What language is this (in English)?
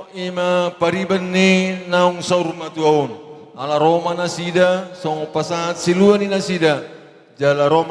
Batak Toba